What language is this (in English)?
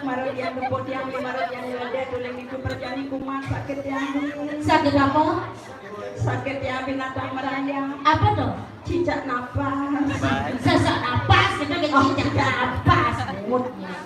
Balinese